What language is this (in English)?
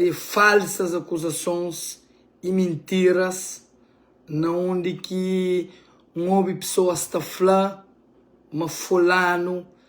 Kabuverdianu